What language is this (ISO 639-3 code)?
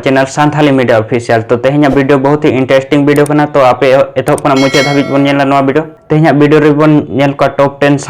sat